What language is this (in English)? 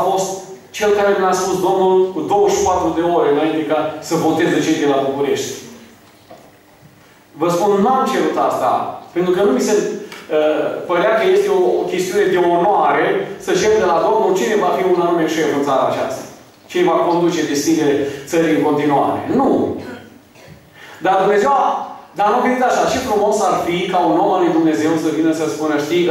Romanian